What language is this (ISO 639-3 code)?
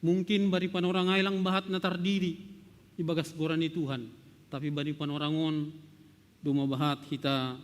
bts